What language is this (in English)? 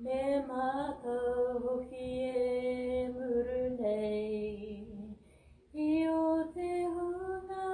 Māori